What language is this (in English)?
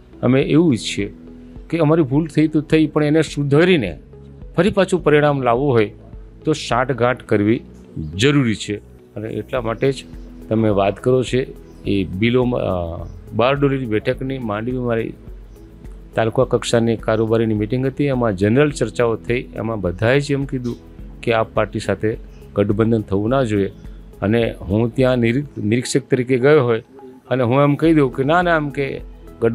Gujarati